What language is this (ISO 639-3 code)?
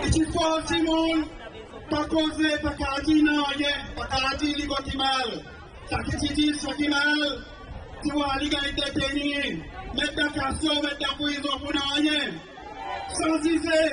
crs